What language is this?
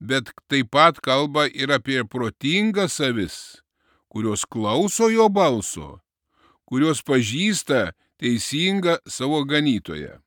Lithuanian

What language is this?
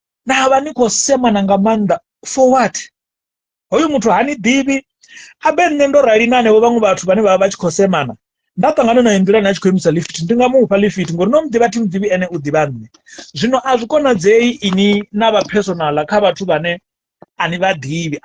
Venda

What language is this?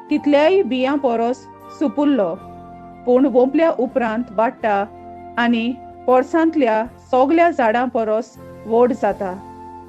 Konkani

